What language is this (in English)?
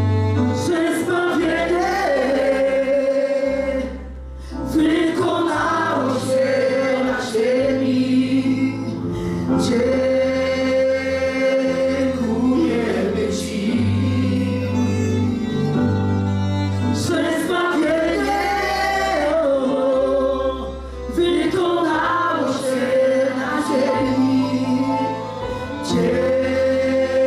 Polish